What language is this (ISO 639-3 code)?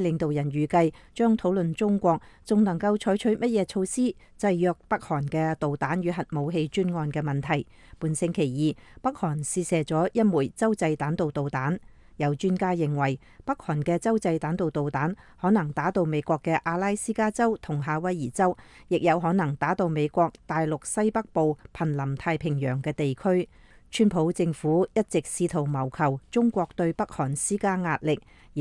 yue